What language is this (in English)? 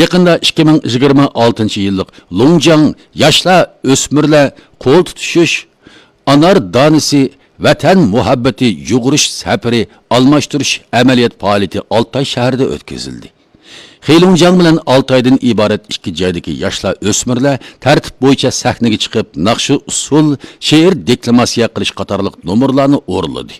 Uyghur